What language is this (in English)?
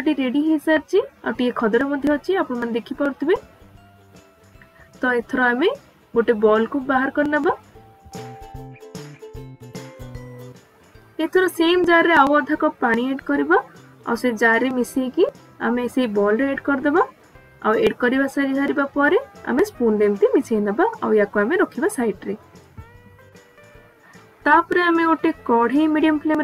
Odia